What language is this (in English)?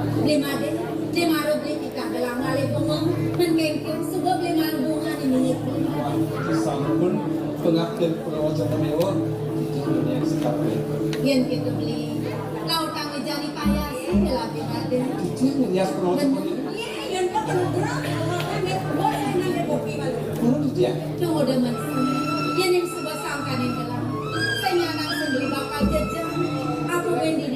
Balinese